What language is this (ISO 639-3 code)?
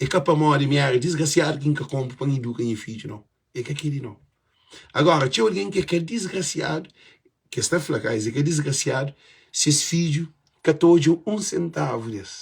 kea